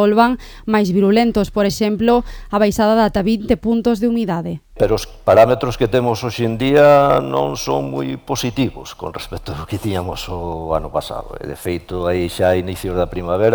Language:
Galician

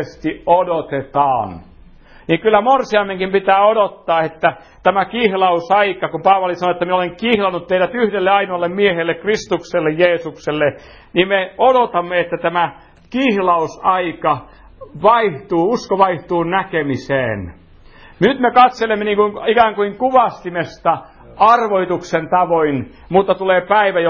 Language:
Finnish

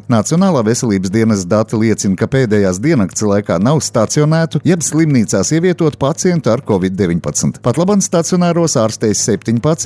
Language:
Latvian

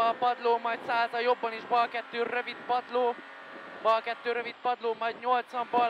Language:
Hungarian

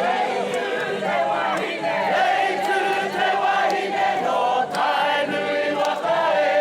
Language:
Māori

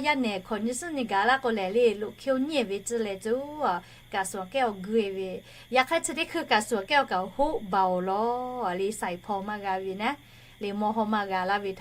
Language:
Lahu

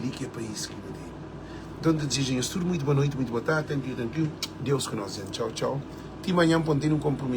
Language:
Kabuverdianu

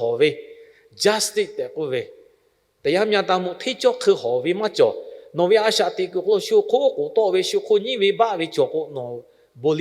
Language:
Lahu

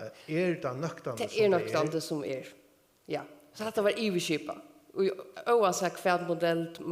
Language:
Faroese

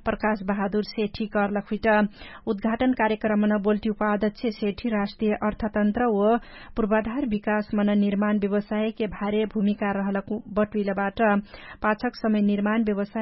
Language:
Dangaura Tharu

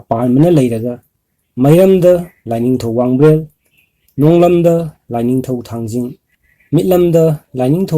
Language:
Manipuri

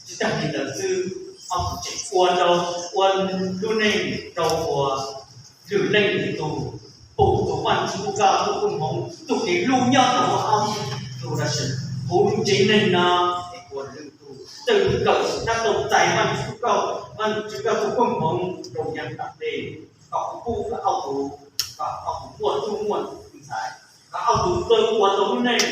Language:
Hmong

